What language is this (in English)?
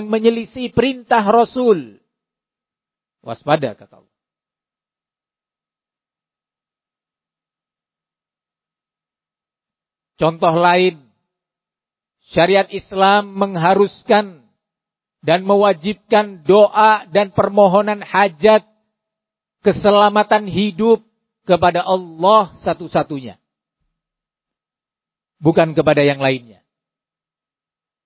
Indonesian